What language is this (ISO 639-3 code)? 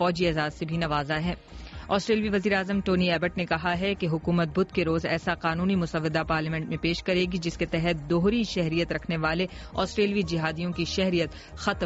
urd